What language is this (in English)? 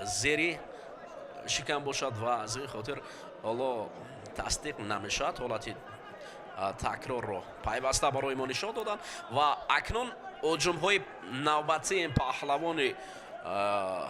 Tajik